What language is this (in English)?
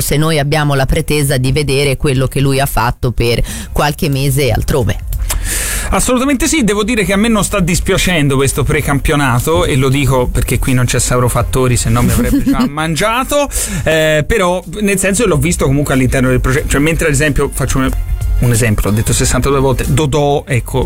Italian